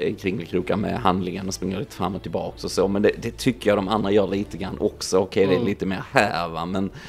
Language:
Swedish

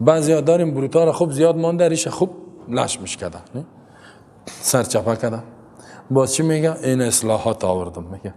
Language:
Persian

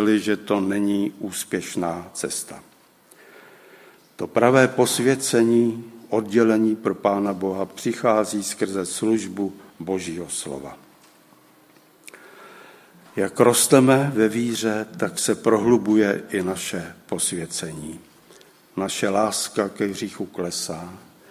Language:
Czech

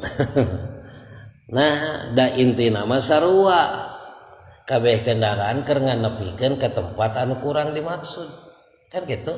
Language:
Sundanese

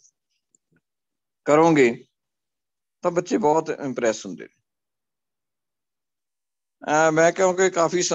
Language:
Punjabi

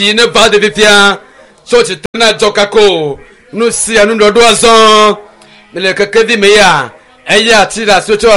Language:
Ewe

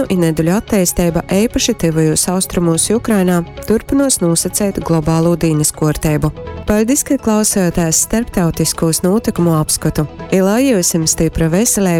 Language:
Latgalian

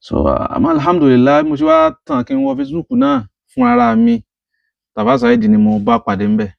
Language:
Yoruba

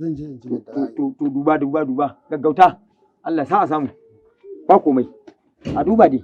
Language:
Hausa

